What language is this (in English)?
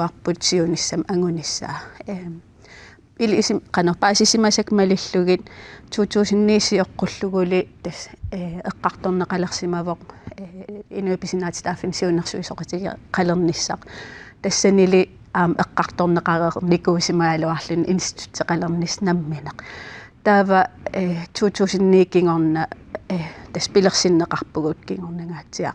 Kalaallisut